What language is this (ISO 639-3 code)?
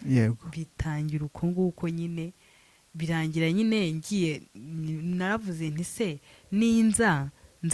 kin